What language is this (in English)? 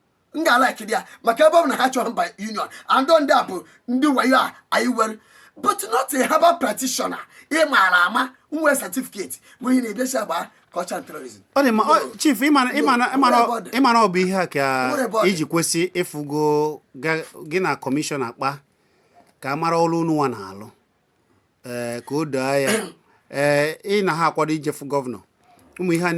Igbo